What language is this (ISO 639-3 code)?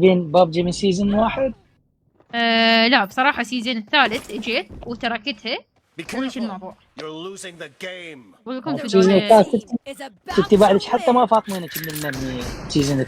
acm